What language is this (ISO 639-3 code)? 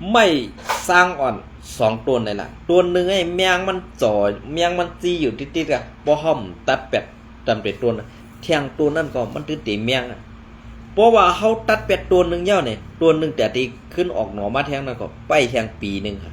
shn